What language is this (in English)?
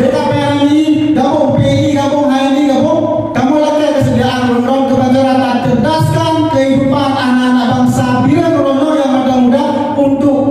Achinese